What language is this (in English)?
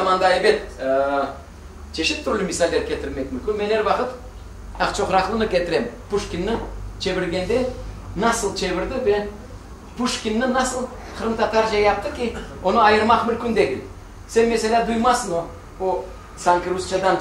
Crimean Tatar